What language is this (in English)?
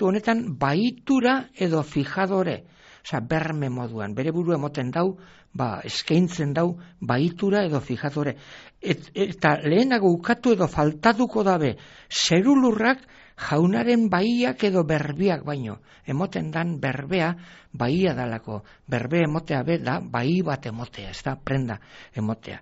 Basque